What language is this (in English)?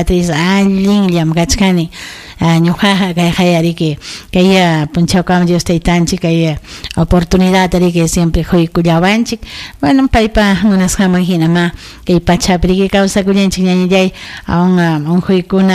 Ayacucho Quechua